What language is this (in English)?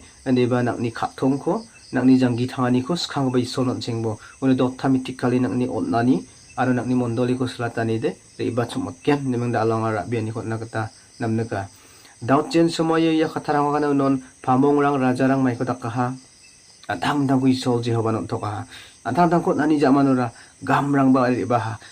Garo